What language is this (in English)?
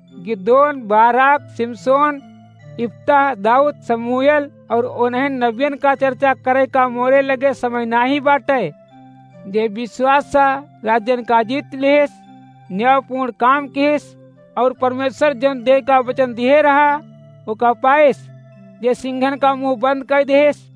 Awadhi